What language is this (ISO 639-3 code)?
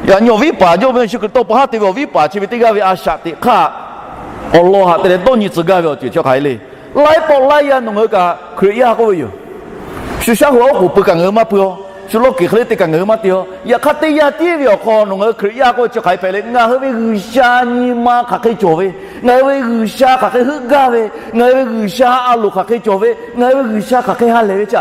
lhu